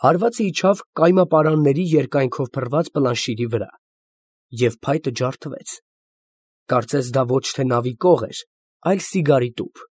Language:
Armenian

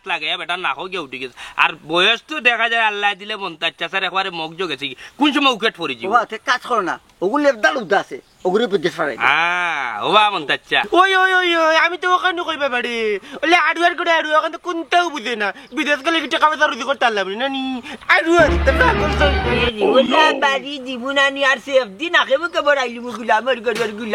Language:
Sylheti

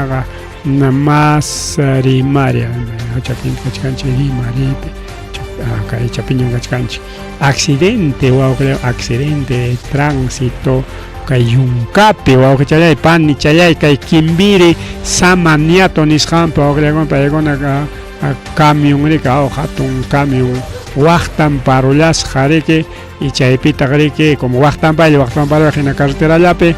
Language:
Ayacucho Quechua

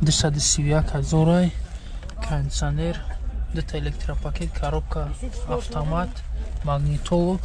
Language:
Tajik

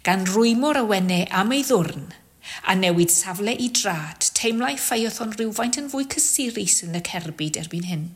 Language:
Welsh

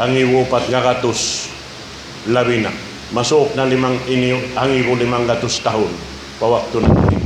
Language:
Tausug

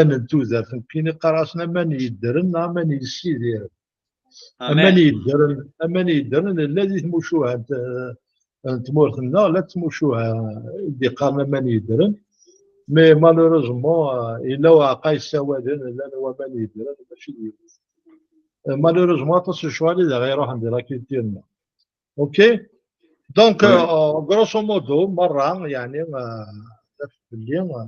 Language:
Kabyle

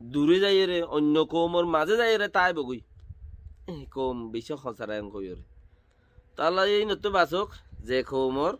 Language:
Rohingya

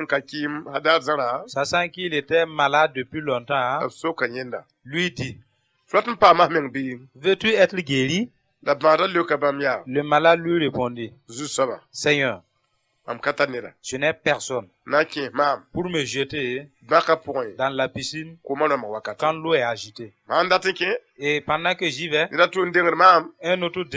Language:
Mossi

